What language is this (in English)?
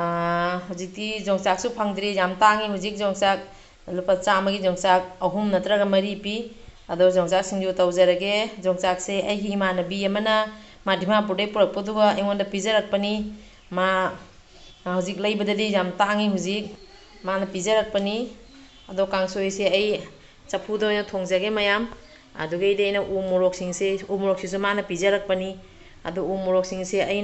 Manipuri